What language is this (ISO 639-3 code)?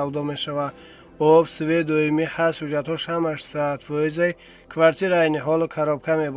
tgk